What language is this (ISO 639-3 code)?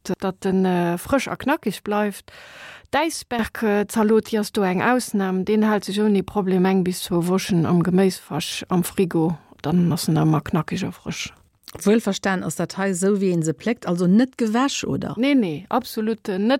ltz